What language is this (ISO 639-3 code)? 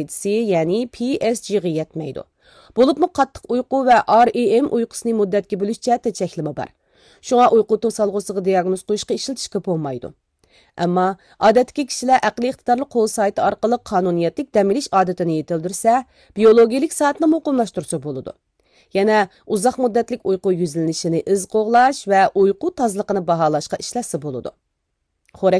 uig